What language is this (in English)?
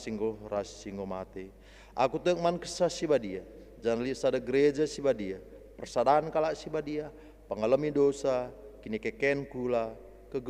Batak Karo